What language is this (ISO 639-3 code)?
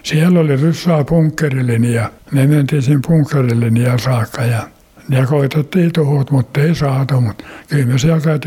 fin